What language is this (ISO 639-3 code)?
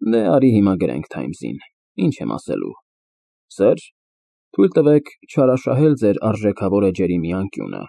hye